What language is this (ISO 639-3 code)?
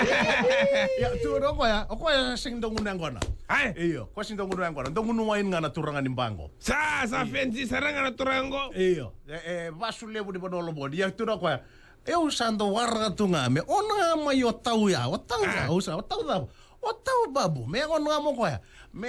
fij